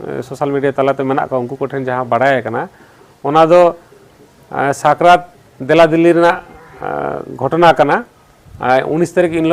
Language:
Santali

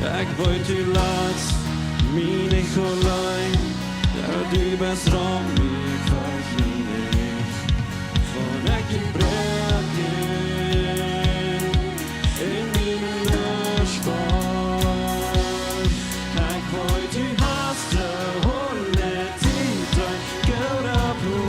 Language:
Plautdietsch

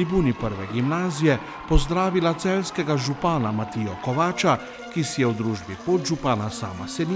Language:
Slovenian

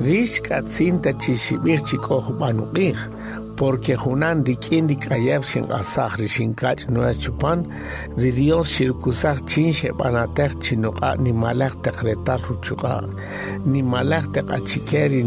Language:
Kaqchikel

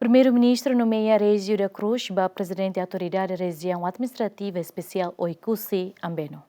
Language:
Tetum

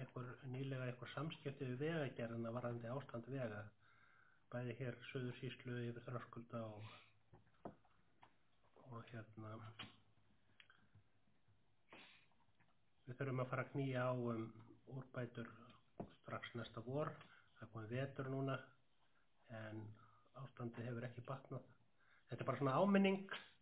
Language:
Icelandic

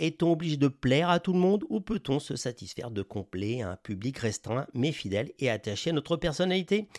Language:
French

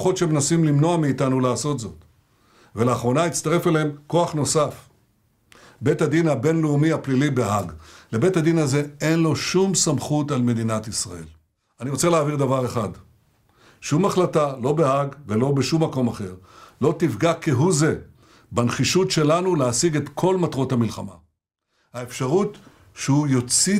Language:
Hebrew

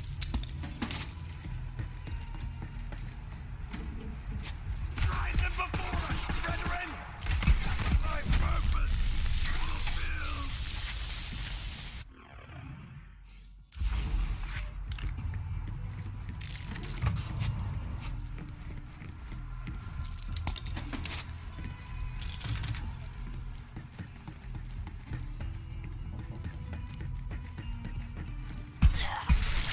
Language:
English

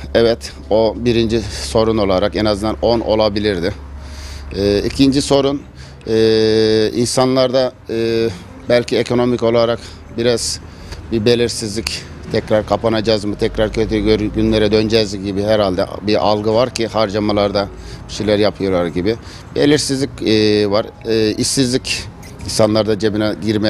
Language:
Turkish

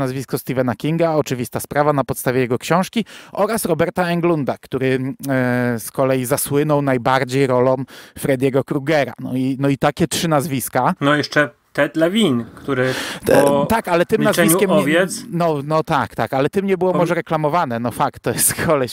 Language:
Polish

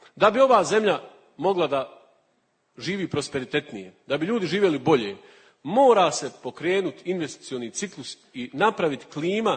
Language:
Bosnian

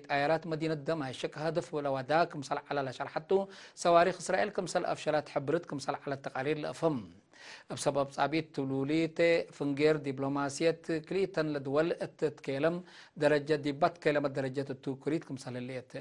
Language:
Tigre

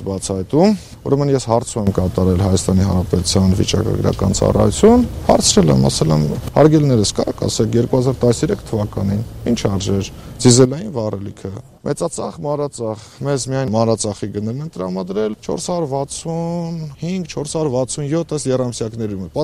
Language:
Armenian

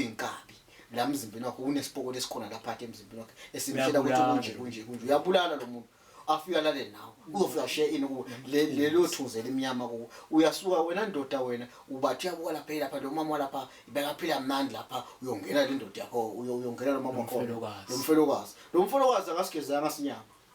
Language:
Zulu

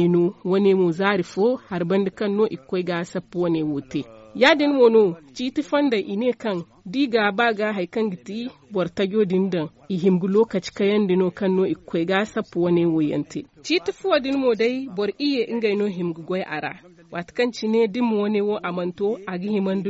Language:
Zarma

